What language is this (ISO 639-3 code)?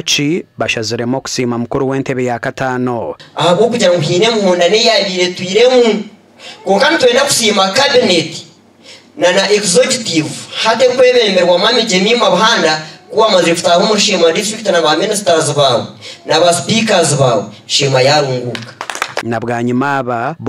nyn